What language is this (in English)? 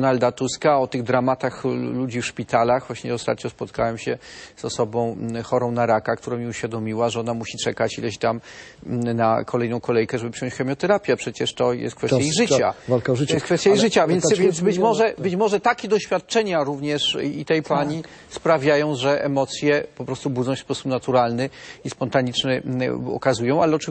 Polish